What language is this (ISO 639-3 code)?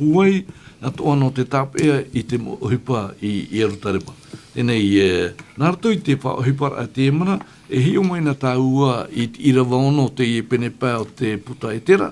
tah